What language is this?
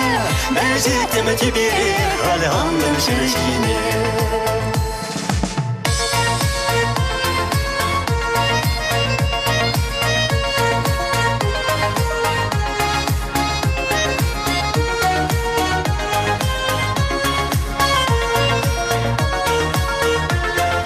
Chuvash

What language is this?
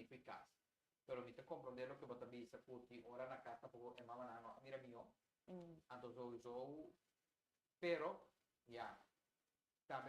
Papiamento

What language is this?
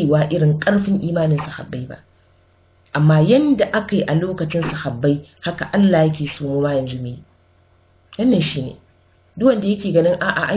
Hausa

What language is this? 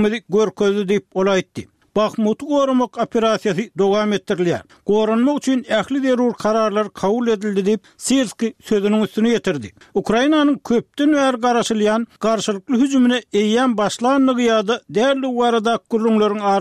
Turkmen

